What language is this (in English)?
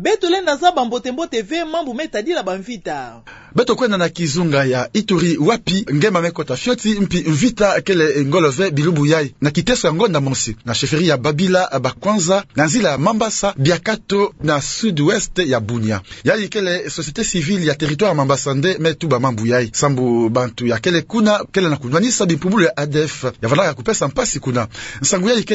Kituba (Democratic Republic of Congo)